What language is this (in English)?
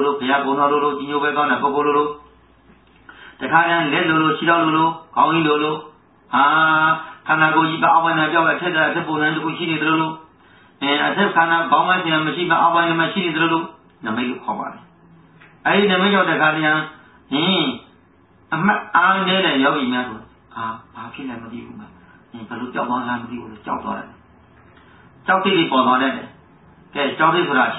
Burmese